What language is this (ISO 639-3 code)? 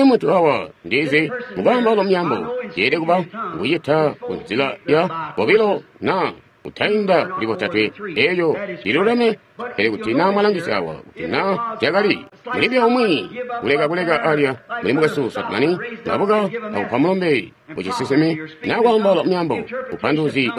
toi